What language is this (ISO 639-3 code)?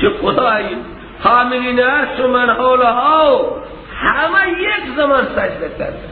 fas